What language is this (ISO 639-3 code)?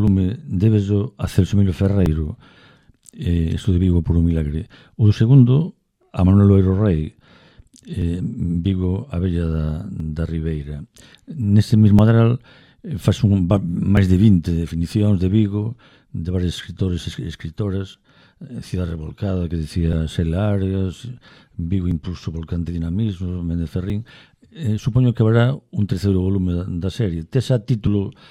glg